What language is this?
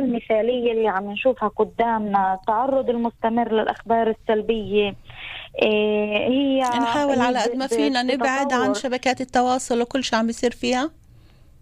North Levantine Arabic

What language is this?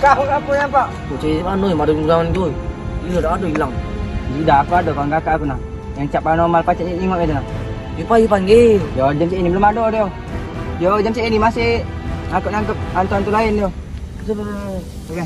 Musi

